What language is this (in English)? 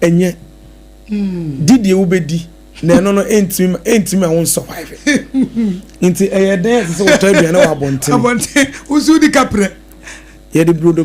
Akan